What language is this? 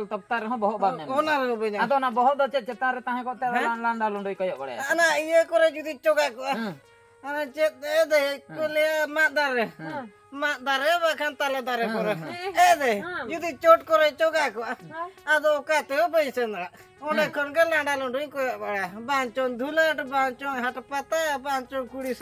Santali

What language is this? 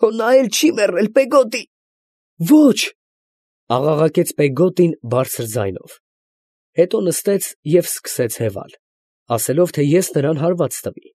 Armenian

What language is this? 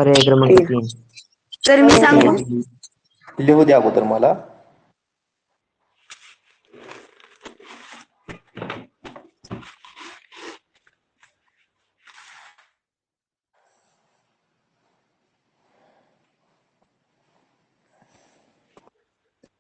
Marathi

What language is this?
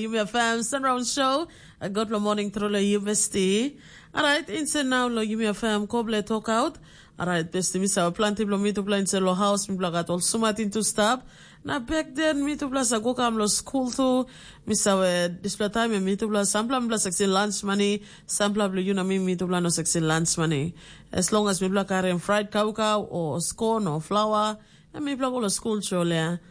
Tok Pisin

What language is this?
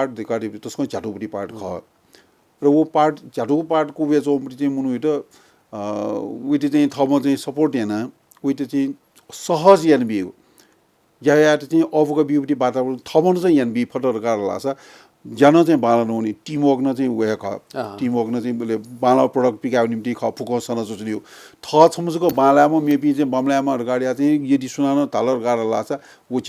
Newari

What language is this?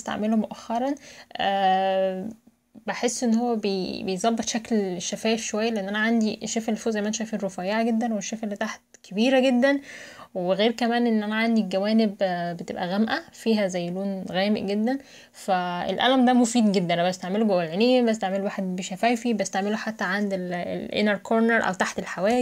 Egyptian Arabic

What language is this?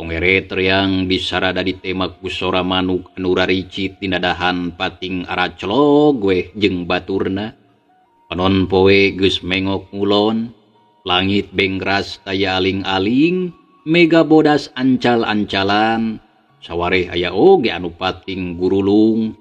Sundanese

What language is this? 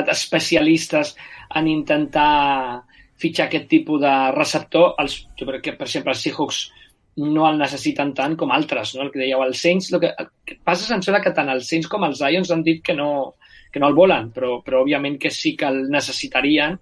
Catalan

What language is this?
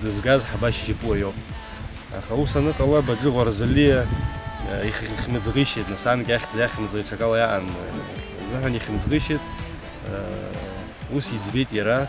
Abkhazian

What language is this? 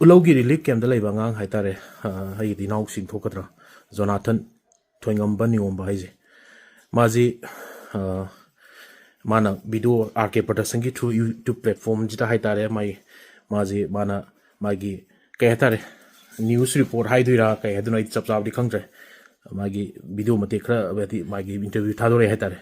Manipuri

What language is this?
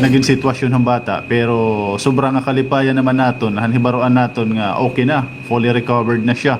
Waray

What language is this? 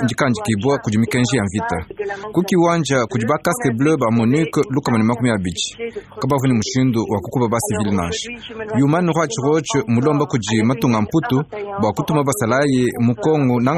Luba-Lulua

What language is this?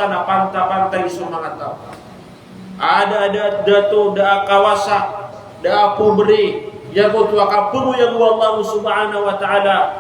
Maranao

